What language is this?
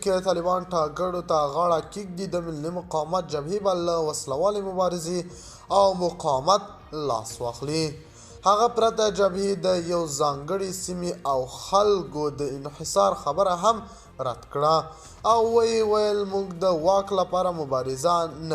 Pashto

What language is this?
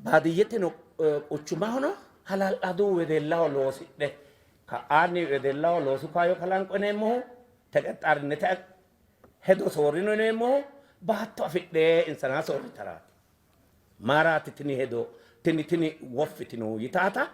Sidamo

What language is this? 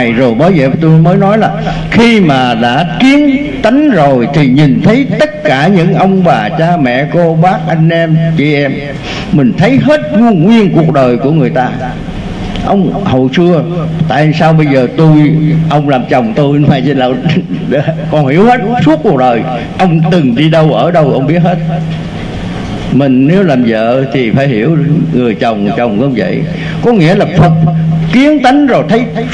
Vietnamese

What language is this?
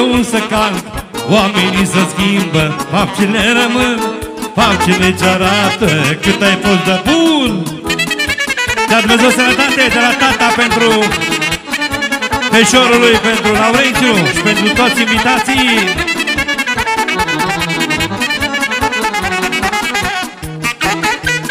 Romanian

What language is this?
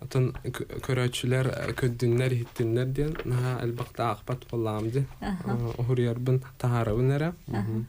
Yakut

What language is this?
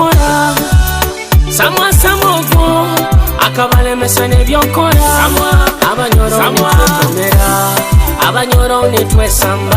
Nyoro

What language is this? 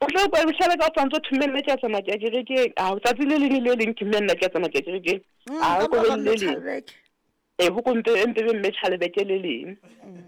Southern Sotho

